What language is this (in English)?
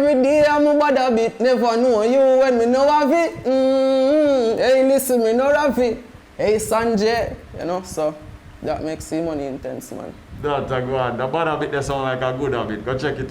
Jamaican Creole English